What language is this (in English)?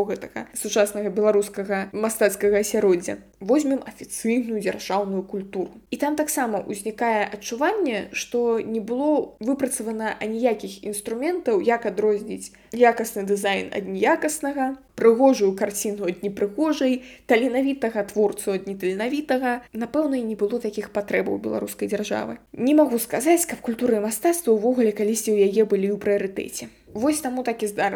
Belarusian